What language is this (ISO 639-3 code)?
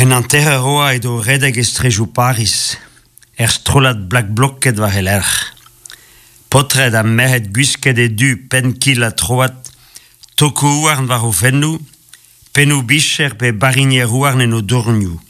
bre